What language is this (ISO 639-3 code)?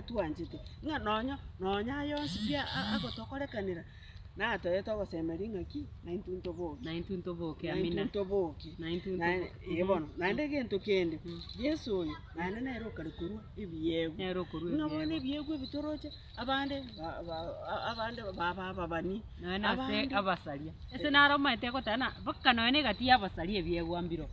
guz